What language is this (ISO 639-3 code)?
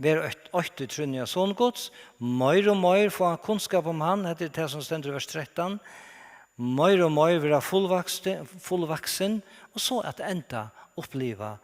fao